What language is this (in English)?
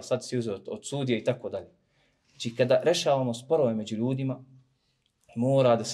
Bosnian